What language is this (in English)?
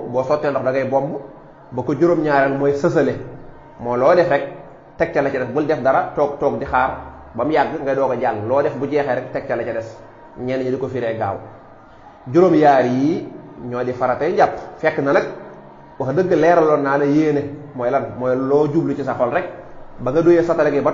Wolof